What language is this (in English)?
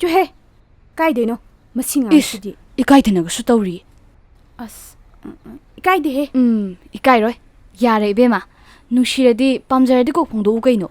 Manipuri